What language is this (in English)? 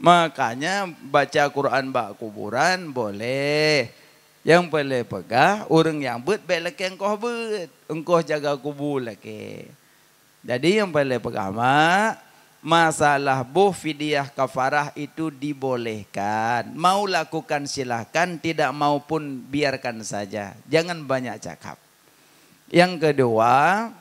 Achinese